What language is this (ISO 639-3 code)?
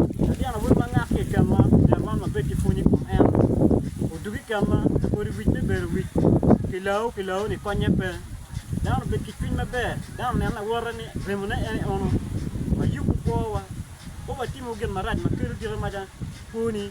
ach